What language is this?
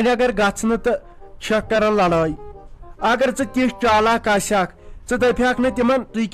Kashmiri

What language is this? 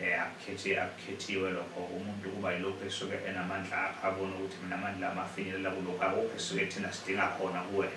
Zulu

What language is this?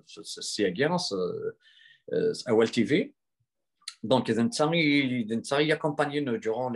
Kabyle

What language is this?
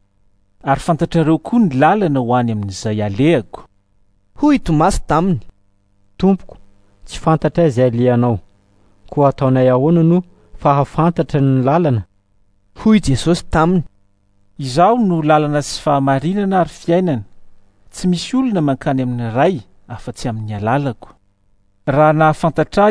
Malagasy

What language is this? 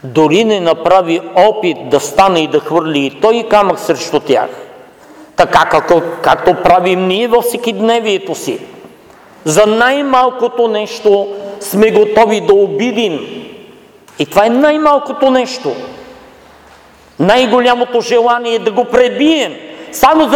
Bulgarian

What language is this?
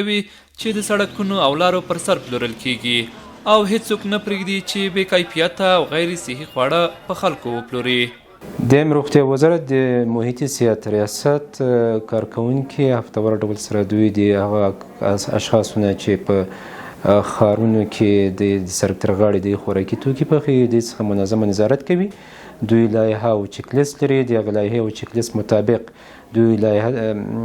Pashto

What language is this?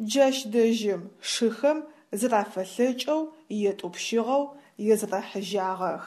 Adyghe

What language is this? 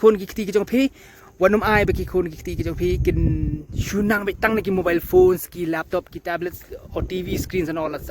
Khasi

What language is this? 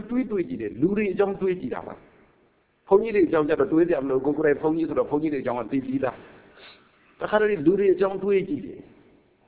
Burmese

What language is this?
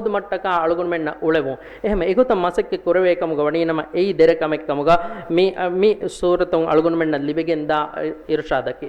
Divehi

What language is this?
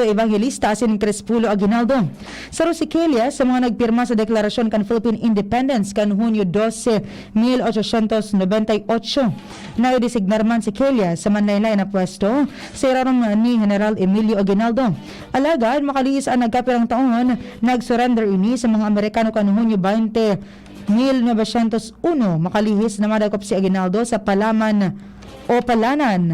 Bikol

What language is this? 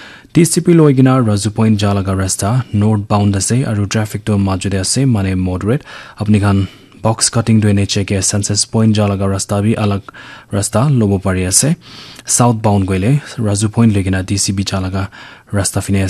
Naga Pidgin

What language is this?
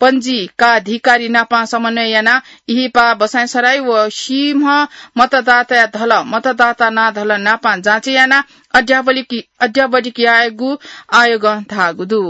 Newari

